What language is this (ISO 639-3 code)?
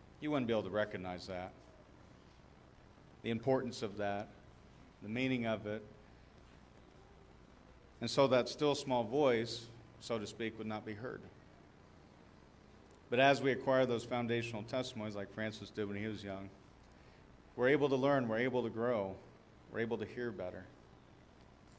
eng